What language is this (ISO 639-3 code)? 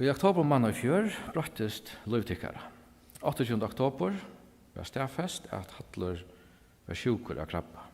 fao